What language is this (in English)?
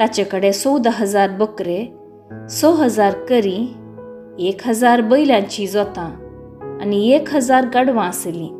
Konkani